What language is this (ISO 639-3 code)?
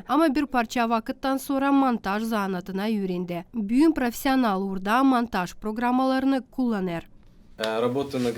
gag